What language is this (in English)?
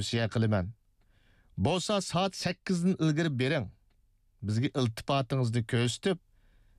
Uyghur